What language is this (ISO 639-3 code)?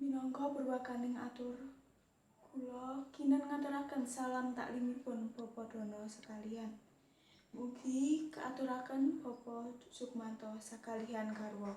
jav